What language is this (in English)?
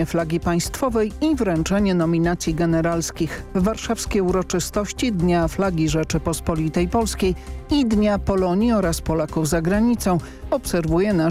Polish